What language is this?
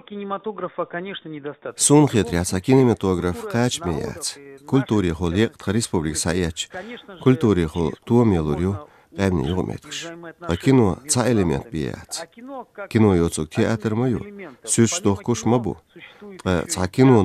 Chechen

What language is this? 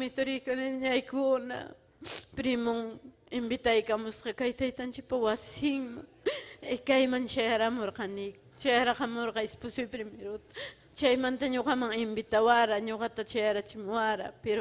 Ayacucho Quechua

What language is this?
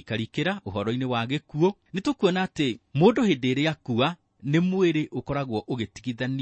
Kikuyu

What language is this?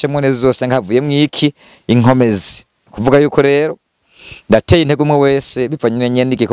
Rundi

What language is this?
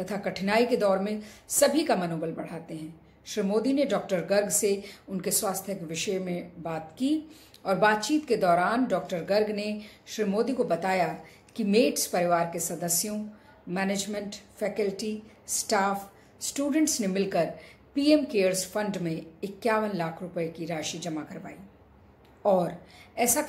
Hindi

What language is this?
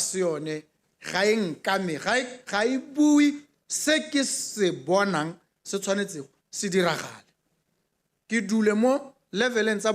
Tswana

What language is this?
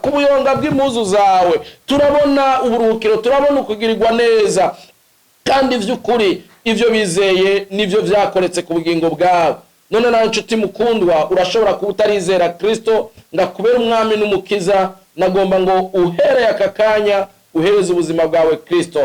Rundi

